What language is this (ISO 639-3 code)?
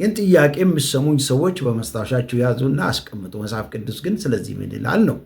amh